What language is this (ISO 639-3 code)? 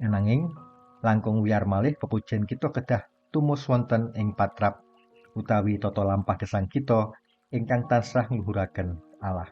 jav